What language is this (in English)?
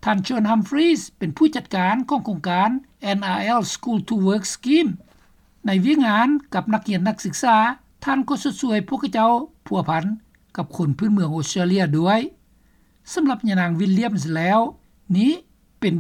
Lao